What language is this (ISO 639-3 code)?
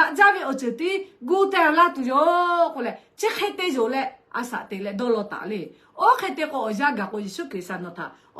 lhu